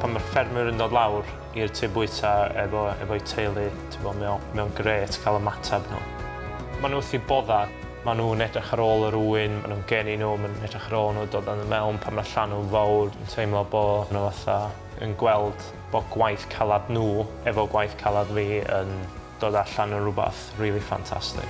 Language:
Welsh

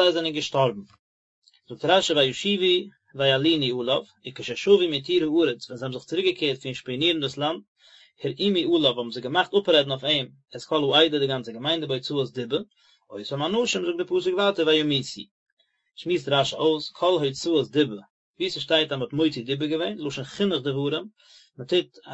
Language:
Yiddish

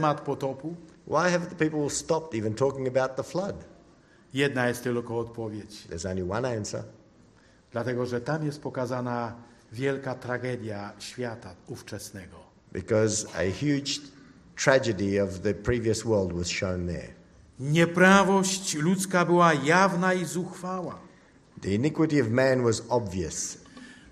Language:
Polish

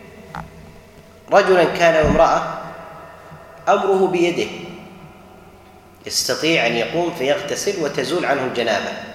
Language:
Arabic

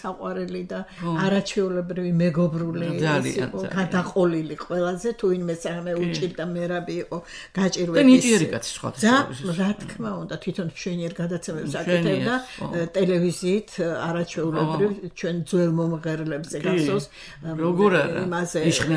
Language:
Georgian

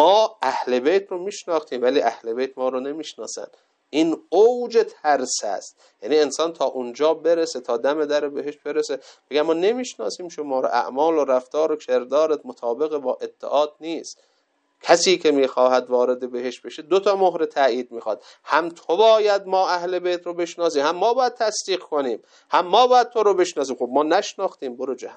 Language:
Persian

